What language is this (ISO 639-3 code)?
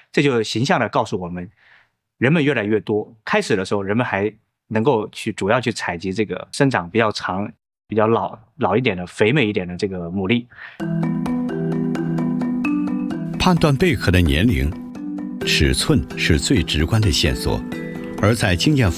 zho